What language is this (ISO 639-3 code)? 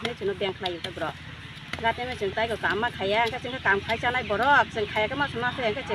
trp